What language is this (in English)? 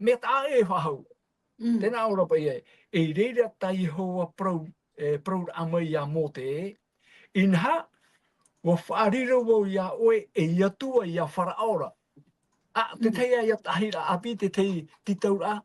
Tahitian